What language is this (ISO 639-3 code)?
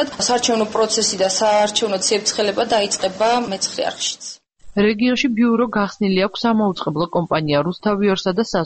kat